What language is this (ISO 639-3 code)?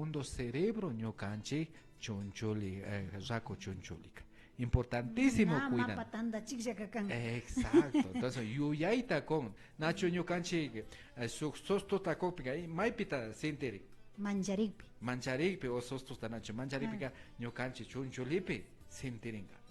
qvi